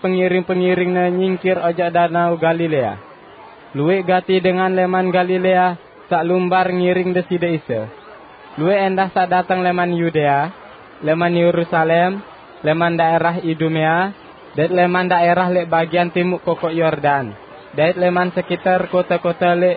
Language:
Sasak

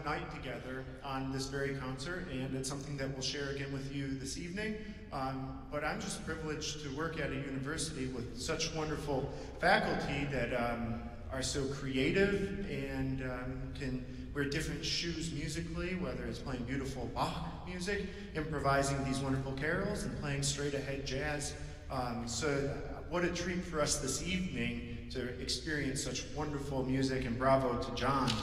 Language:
English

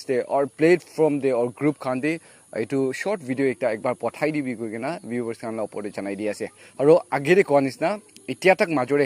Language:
Naga Pidgin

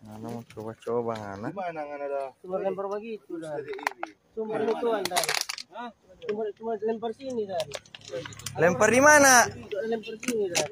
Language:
Manado Malay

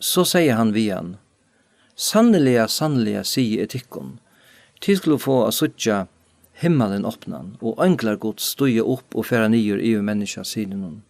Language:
Faroese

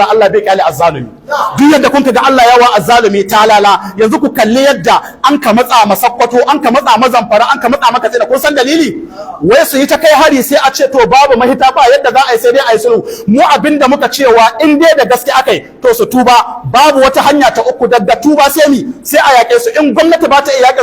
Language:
Hausa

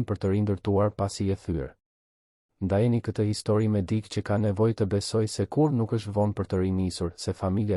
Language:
Albanian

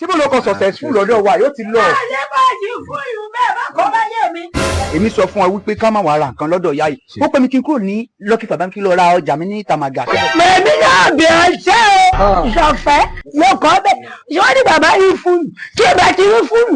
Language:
Yoruba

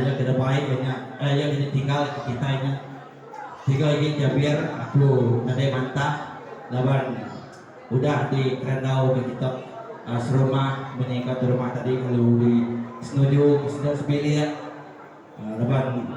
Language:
Iban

